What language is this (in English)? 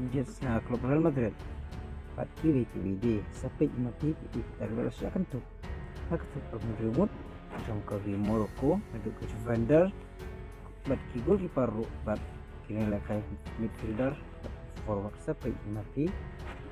Khasi